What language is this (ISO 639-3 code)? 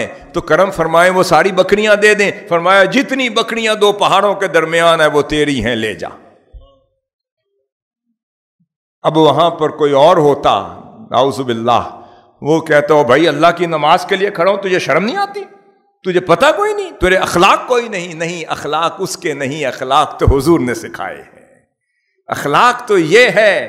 urd